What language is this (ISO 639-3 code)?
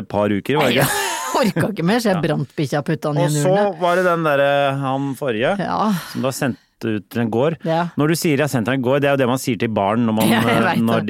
nor